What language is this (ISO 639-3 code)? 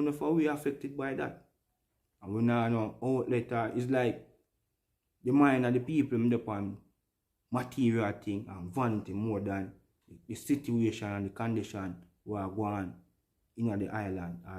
jam